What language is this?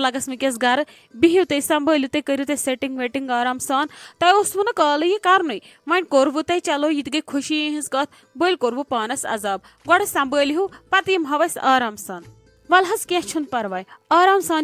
Kashmiri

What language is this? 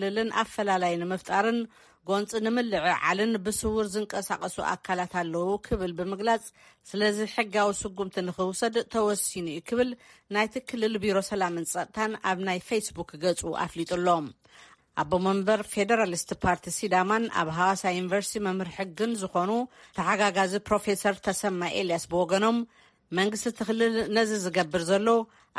Tigrinya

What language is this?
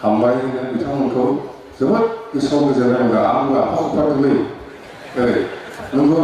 Bodo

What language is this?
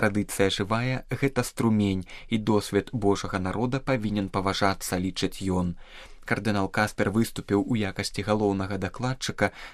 Belarusian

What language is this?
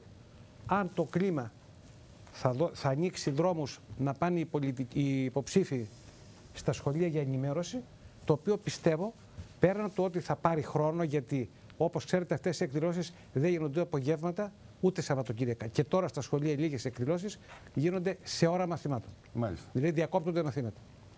Greek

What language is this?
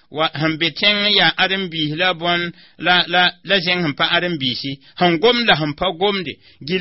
Mossi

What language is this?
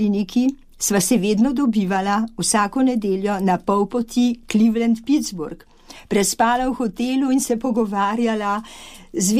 Slovenian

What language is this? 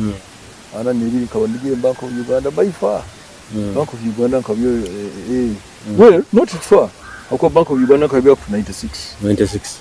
Nyoro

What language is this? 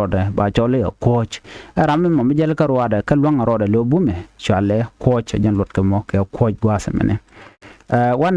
Nuer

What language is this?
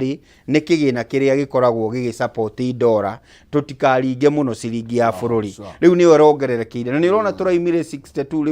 Kikuyu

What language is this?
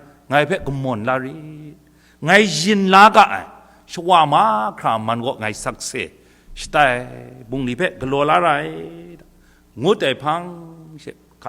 Kachin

